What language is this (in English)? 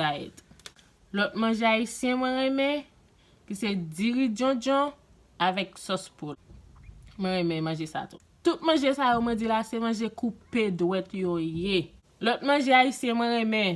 Haitian Creole